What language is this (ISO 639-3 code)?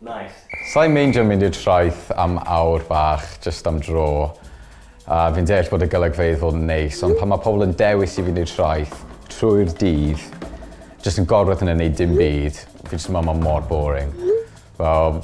cym